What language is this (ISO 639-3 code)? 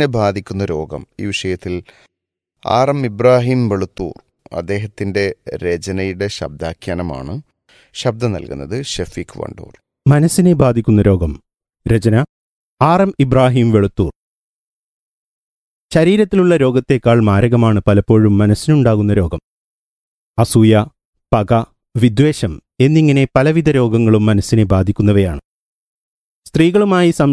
mal